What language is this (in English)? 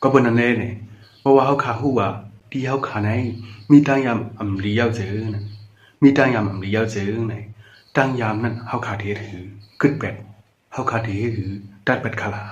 Shan